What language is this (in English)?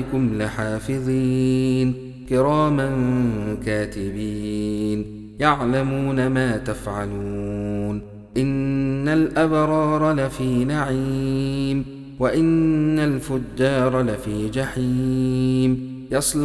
Arabic